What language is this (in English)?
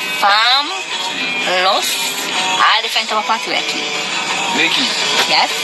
Jamaican Creole English